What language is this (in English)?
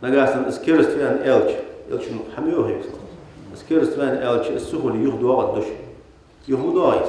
Ingush